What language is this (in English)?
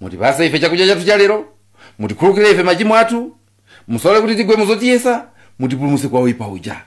Nyanja